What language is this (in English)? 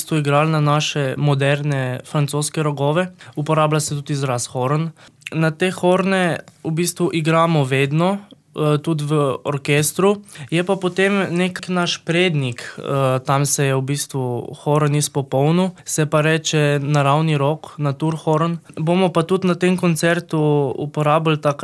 Slovenian